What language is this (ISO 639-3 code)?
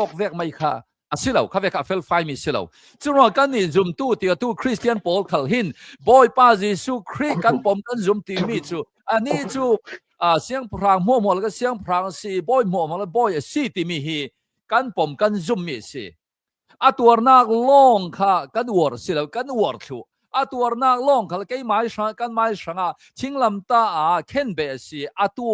cnh